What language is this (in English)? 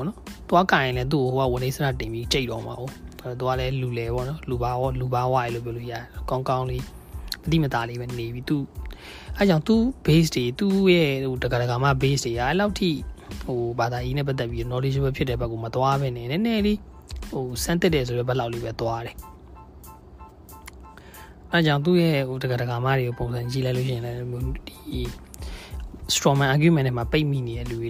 Burmese